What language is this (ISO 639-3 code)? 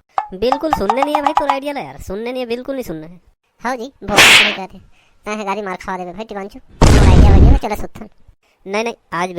hne